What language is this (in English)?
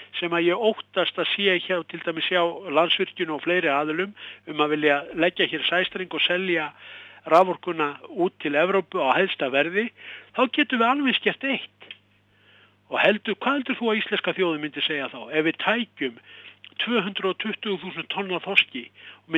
Icelandic